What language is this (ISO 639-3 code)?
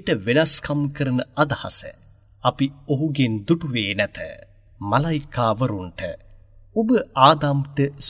sin